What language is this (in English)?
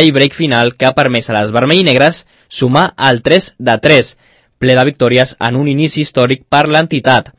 Catalan